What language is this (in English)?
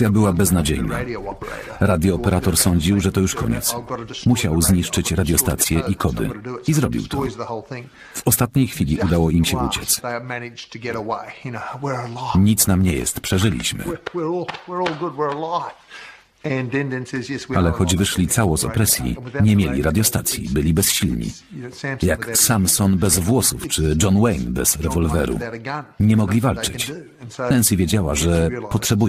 Polish